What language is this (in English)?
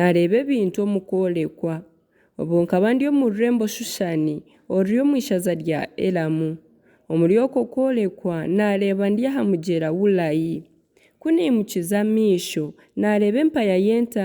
Nyankole